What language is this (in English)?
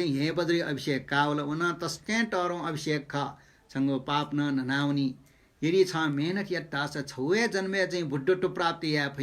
Newari